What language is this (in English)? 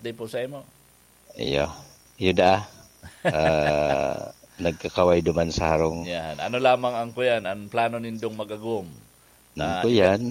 Bikol